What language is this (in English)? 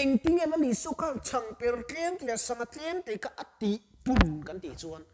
Mizo